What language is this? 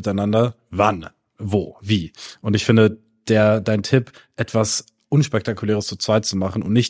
German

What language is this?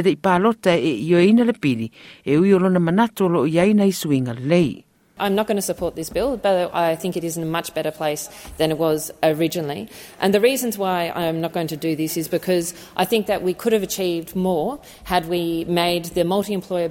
Samoan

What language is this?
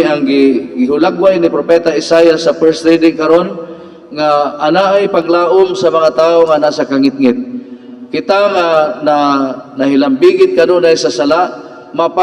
Cebuano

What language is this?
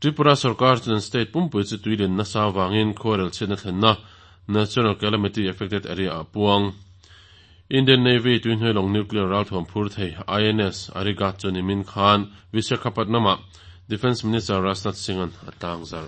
Mizo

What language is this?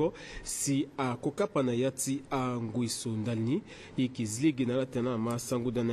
Sango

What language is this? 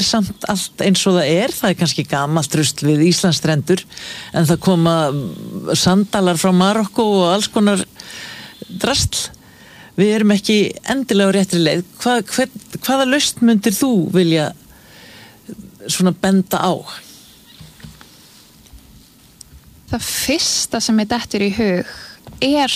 Icelandic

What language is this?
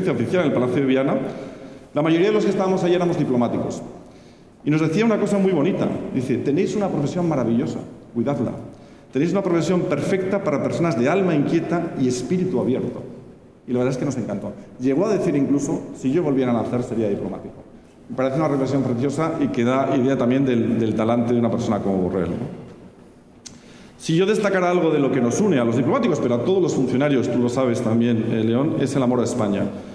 Spanish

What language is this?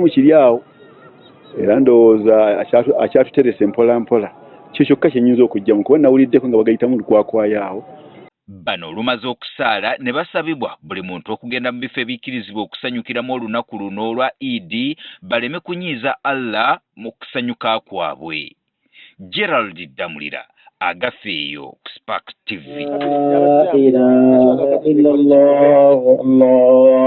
Ganda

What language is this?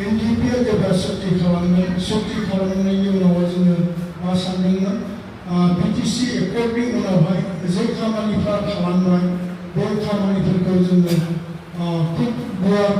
Bodo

